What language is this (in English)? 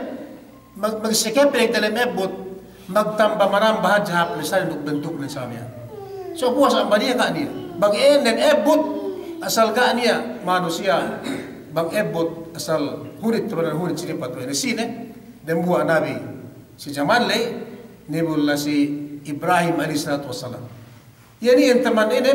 Yakan